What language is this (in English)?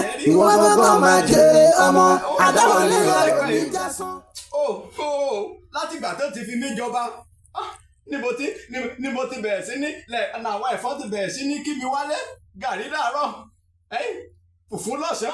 Yoruba